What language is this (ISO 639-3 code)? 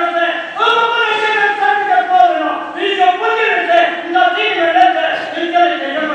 nri